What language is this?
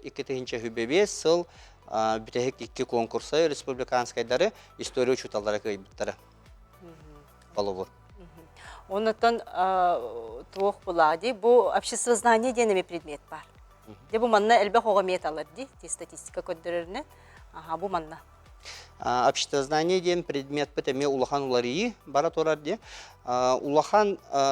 Yakut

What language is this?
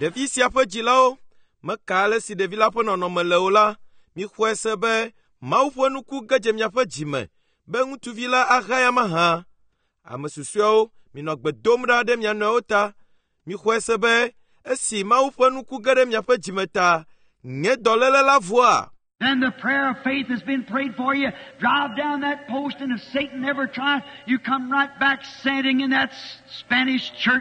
Ewe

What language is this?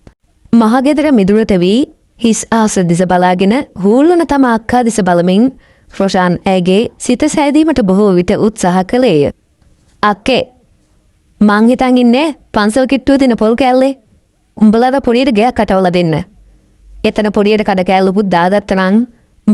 Sinhala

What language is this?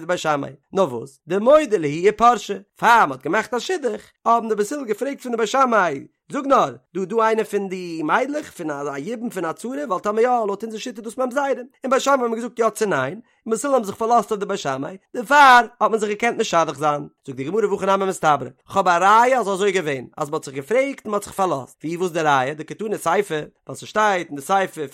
Yiddish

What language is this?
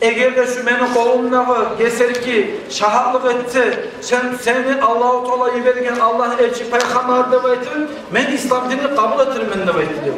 Kumyk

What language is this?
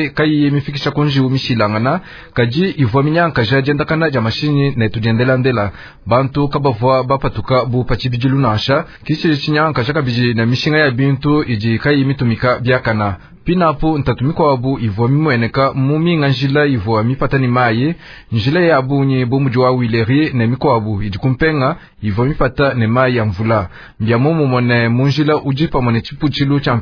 Luba-Lulua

